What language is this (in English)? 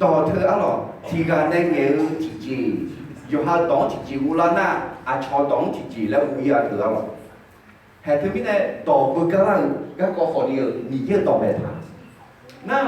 Akha